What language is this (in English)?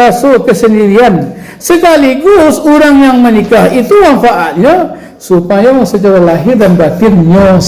Minangkabau